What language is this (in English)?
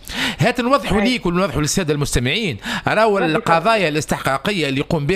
Tunisian Arabic